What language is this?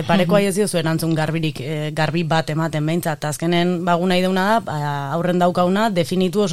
Basque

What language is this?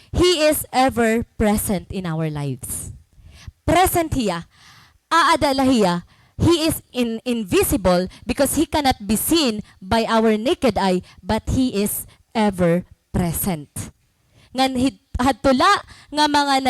Waray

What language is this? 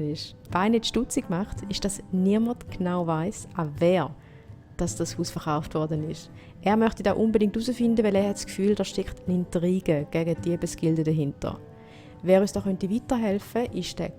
Swiss German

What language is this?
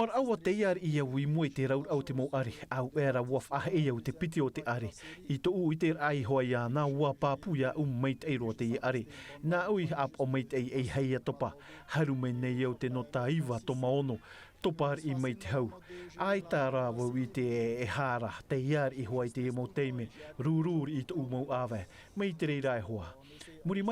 Tahitian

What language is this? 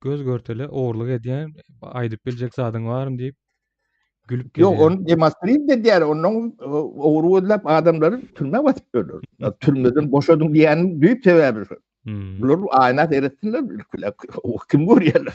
Turkmen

